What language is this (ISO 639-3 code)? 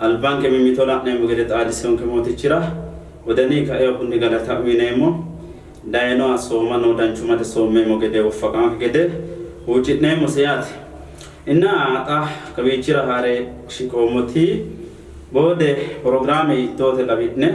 sid